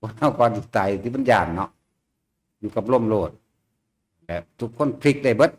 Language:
Northeastern Thai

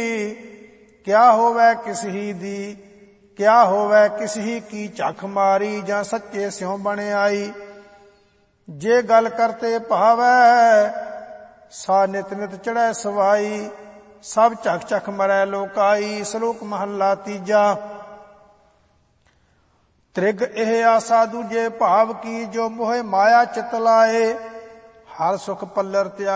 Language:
Punjabi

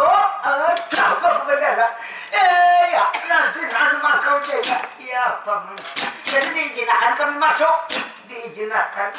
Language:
Banjar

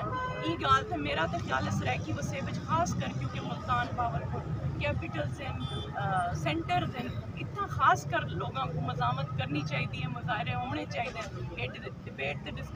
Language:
Saraiki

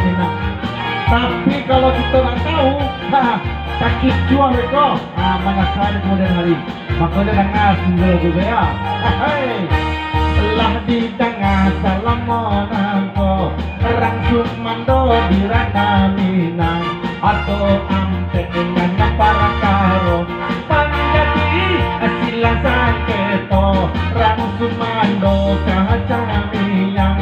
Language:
Minangkabau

